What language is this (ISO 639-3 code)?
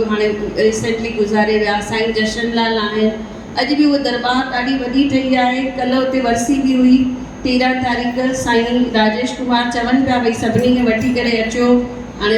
snd